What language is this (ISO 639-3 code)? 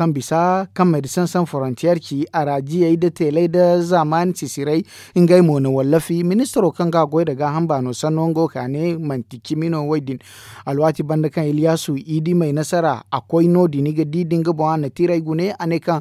dje